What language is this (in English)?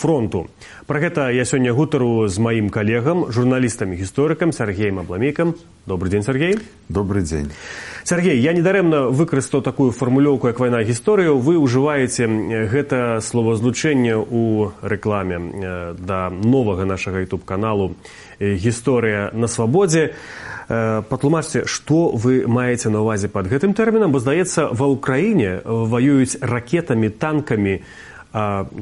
Belarusian